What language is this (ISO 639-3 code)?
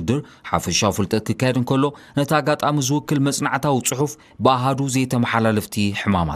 tir